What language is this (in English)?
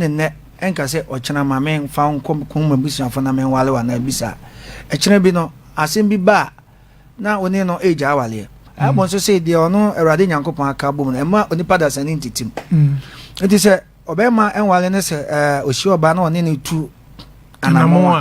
Akan